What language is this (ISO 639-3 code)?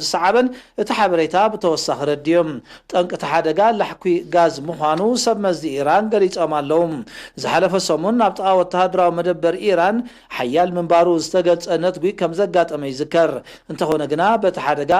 tir